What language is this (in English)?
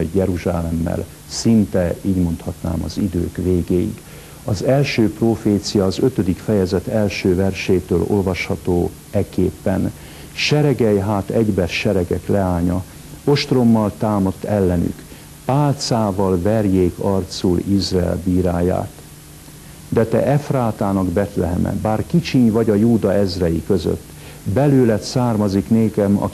Hungarian